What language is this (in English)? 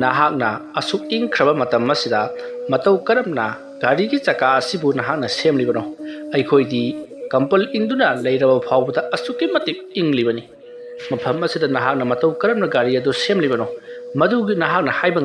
Manipuri